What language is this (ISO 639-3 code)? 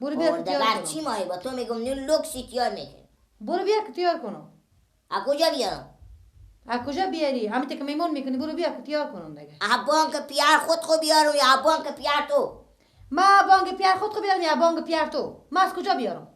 fas